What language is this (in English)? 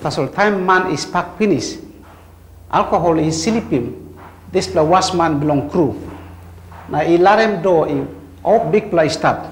Tok Pisin